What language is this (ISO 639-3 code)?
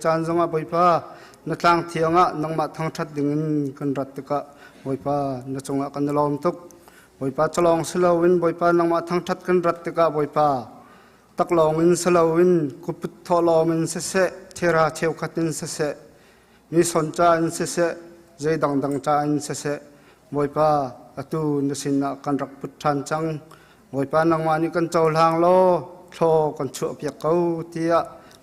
cnh